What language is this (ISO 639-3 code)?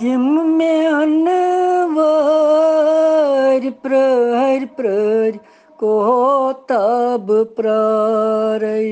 kas